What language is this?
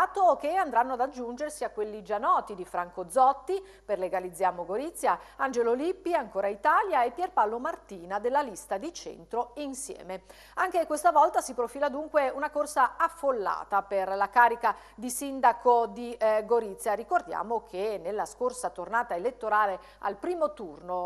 Italian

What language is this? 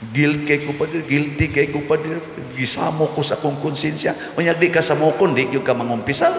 Cebuano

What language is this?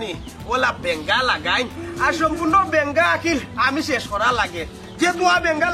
Sylheti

